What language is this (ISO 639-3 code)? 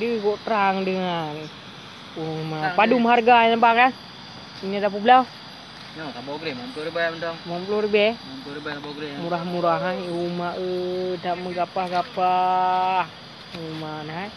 ace